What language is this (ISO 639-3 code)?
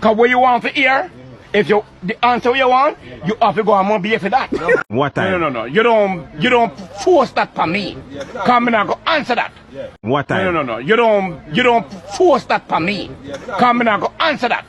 jam